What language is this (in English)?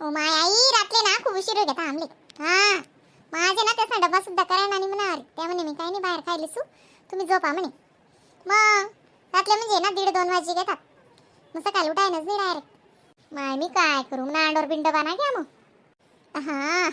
Khandesi